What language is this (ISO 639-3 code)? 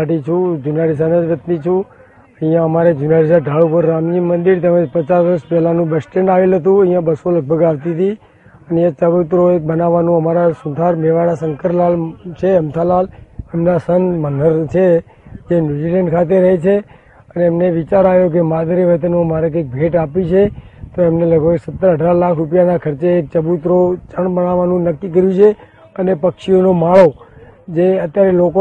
guj